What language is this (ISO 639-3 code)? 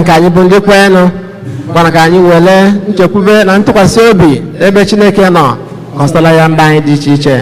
ibo